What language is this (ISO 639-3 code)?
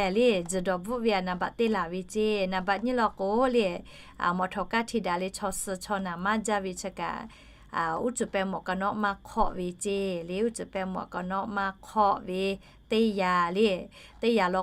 lhu